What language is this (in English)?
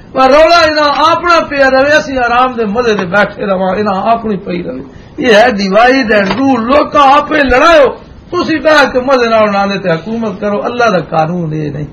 Western Panjabi